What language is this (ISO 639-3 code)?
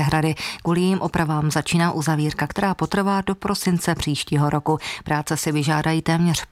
ces